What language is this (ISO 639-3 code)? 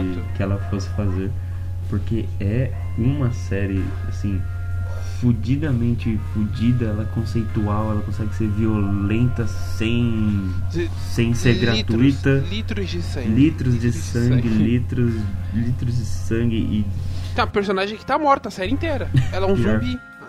por